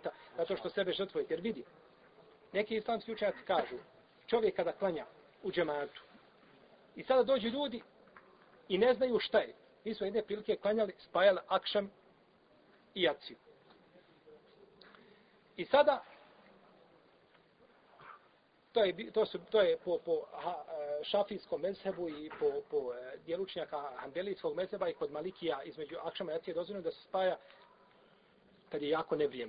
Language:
Bosnian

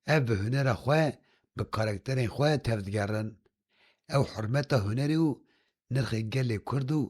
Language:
Kurdish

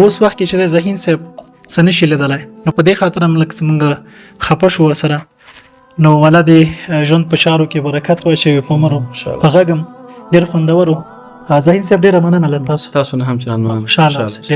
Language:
Pashto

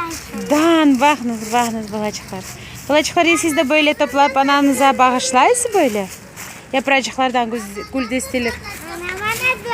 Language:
Crimean Tatar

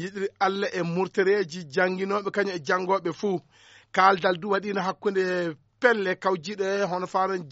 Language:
Fula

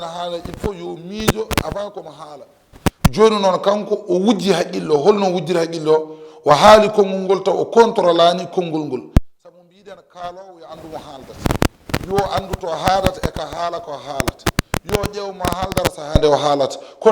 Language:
Fula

